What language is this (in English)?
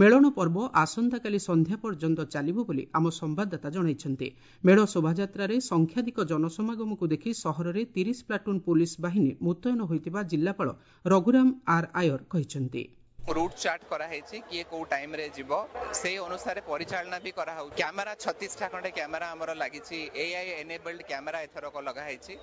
Odia